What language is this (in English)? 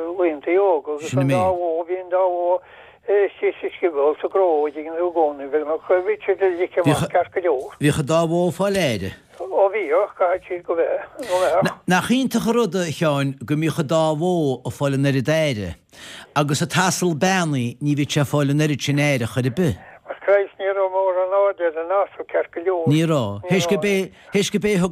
Irish